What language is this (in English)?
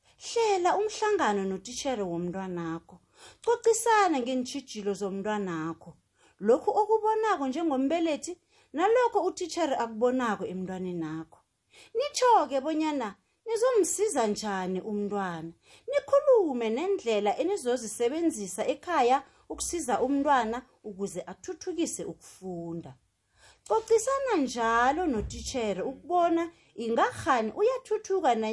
South Ndebele